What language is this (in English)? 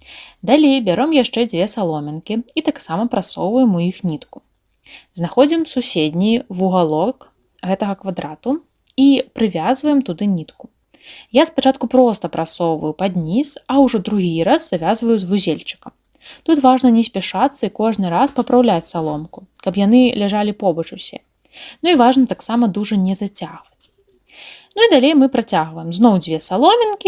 Belarusian